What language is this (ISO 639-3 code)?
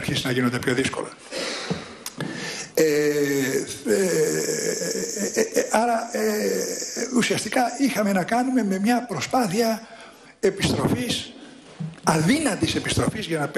ell